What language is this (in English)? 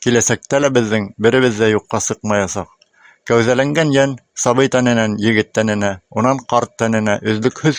Bashkir